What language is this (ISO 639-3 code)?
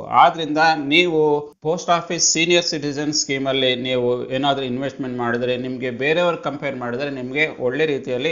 kan